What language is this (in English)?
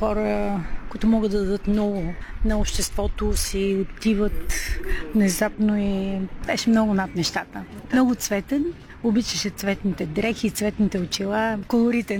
Bulgarian